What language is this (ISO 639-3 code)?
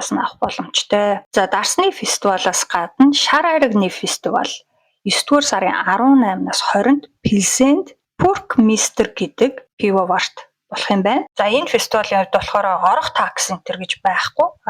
mon